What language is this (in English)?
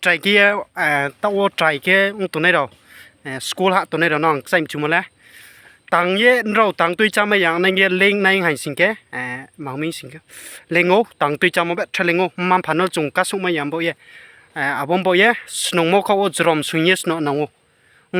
Riang (India)